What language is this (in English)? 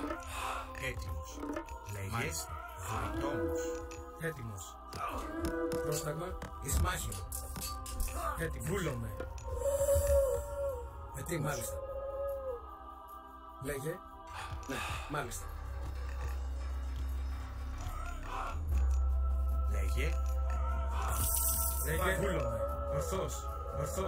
Greek